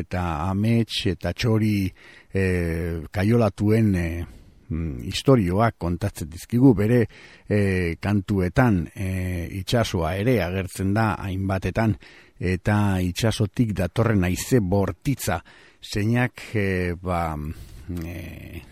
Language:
Basque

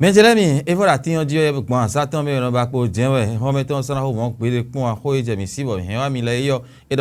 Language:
Fon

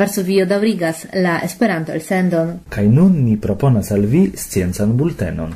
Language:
Esperanto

